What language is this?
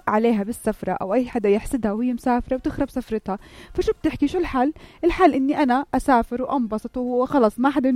North Levantine Arabic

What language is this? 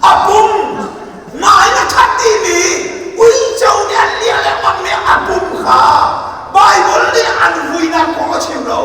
Hakha Chin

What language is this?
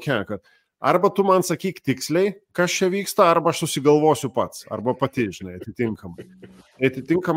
Lithuanian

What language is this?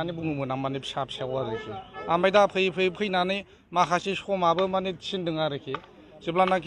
Bodo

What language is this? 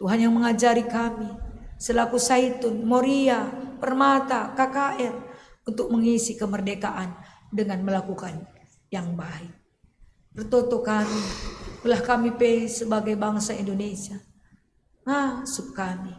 Batak Karo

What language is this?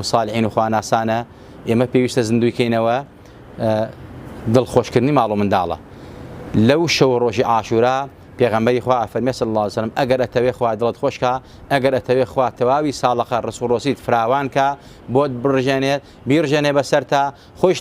Central Kurdish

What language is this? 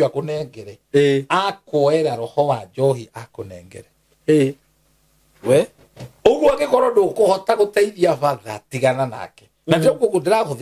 Kikuyu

